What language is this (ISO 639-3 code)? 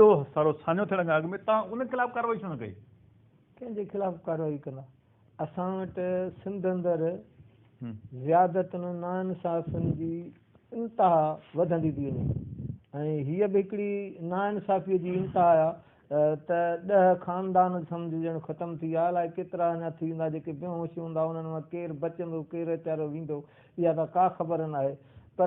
snd